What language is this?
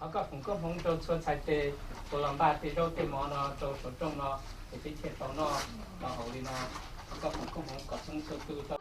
Hmong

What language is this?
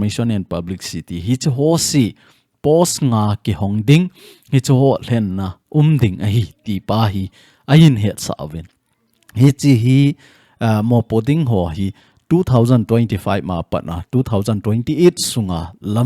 Thado Chin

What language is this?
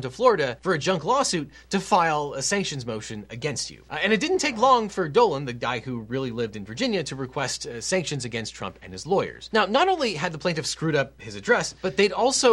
English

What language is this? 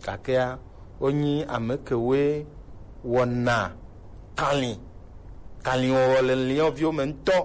Gen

